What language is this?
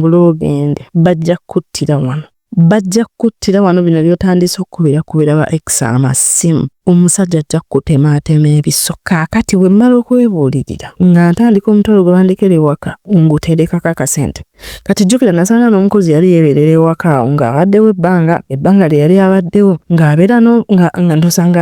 Ganda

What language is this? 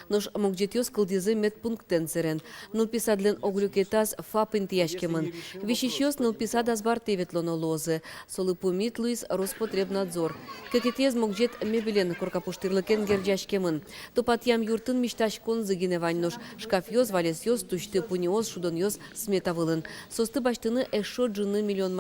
Udmurt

